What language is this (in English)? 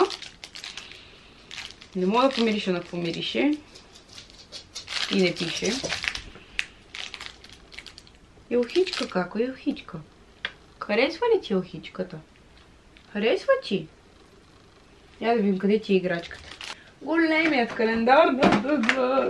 Bulgarian